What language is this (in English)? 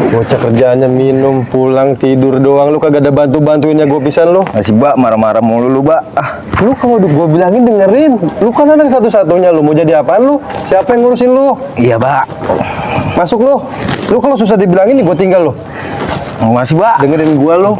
Betawi